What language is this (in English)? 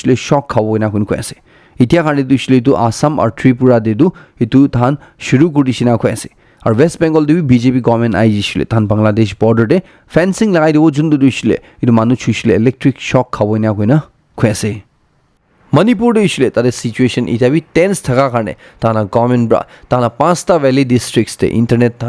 Naga Pidgin